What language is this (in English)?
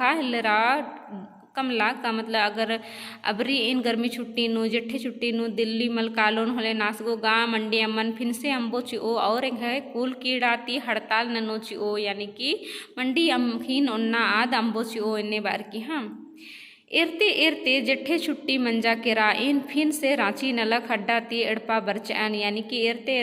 Kurukh